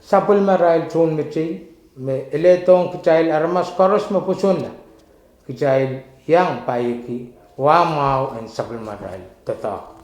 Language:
Pohnpeian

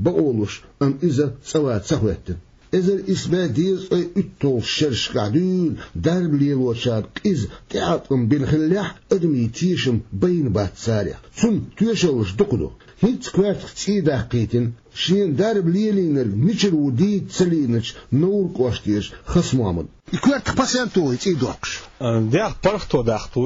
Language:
Chechen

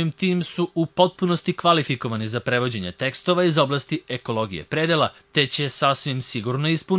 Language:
Serbian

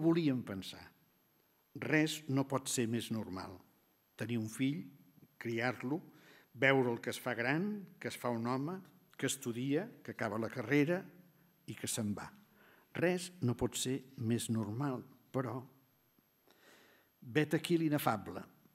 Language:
Catalan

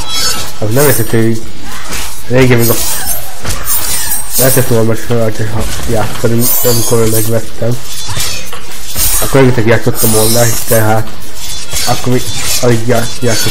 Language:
Hungarian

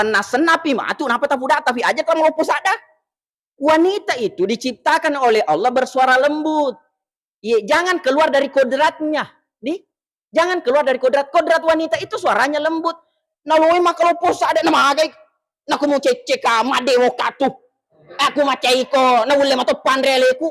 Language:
Buginese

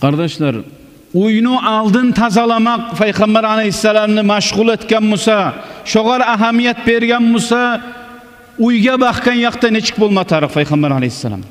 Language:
Kumyk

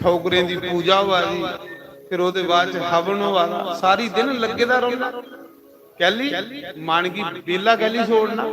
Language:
Dogri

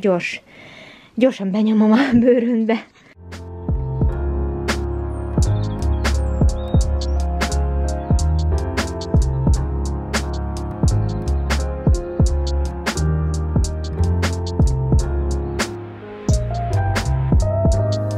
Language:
Hungarian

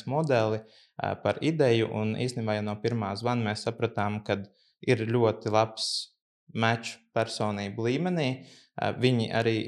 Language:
Latvian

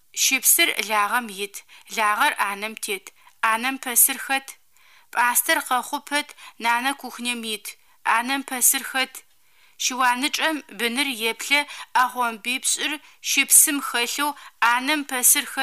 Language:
Adyghe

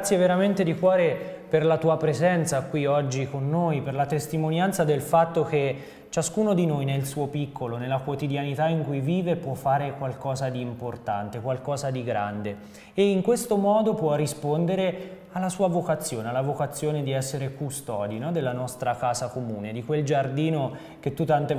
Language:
Italian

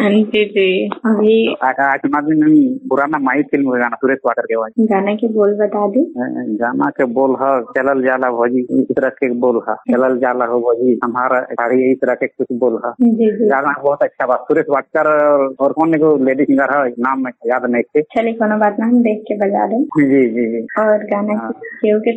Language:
Bhojpuri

